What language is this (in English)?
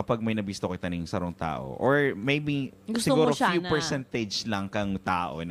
Bikol